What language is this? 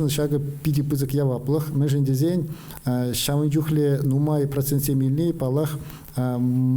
Chuvash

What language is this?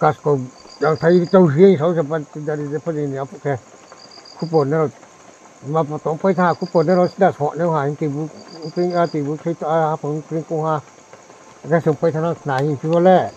Riang (India)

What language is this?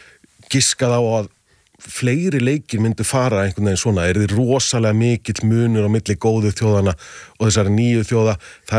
Icelandic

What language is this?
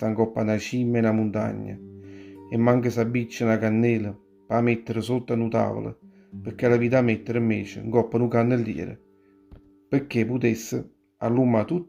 Neapolitan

